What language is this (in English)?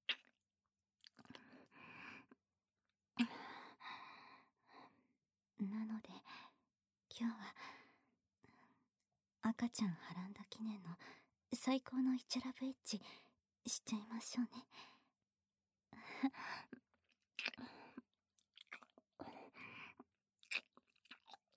Japanese